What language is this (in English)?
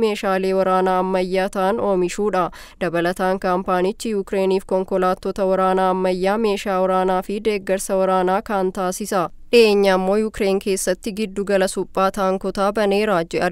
Oromo